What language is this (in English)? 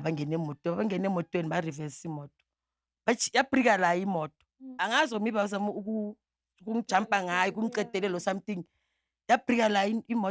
Zulu